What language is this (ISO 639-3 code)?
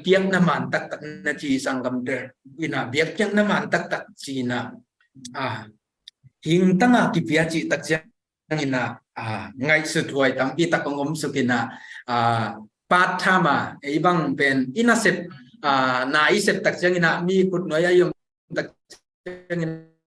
ctd